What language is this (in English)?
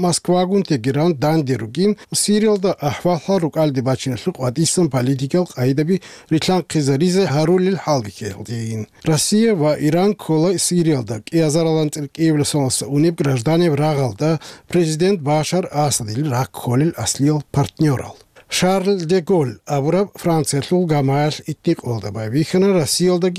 Avaric